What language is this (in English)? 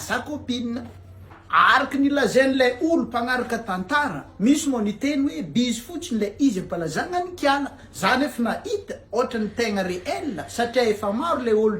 Malagasy